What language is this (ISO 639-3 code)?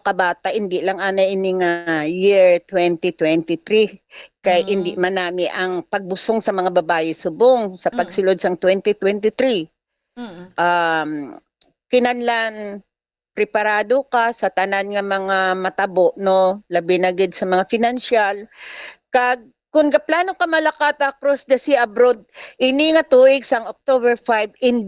hil